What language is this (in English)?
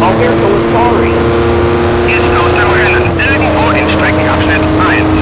Bavarian